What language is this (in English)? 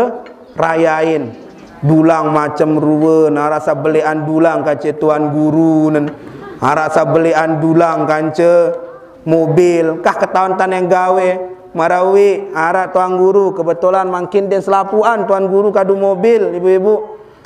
Sasak